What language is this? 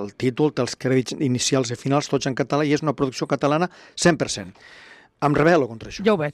Catalan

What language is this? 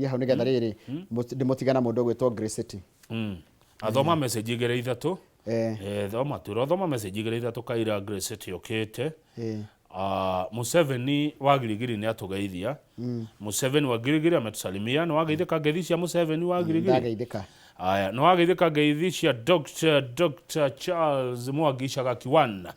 Kikuyu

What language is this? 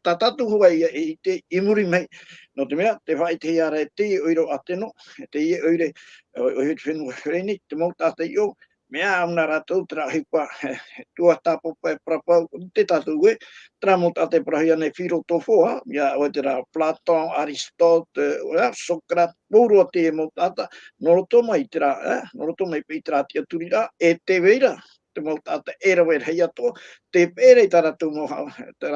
Tahitian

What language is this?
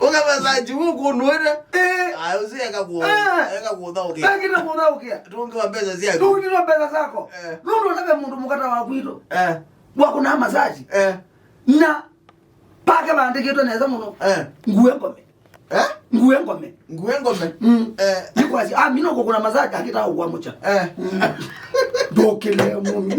Kamba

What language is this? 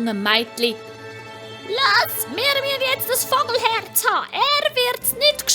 Swiss German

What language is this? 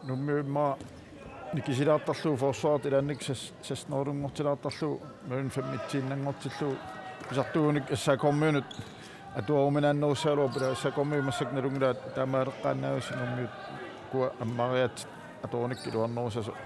Kalaallisut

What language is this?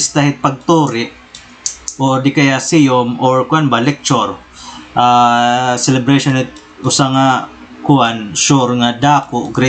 Waray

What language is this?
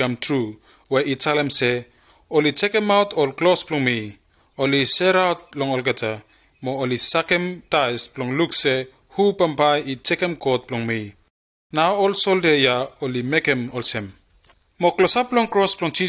Bislama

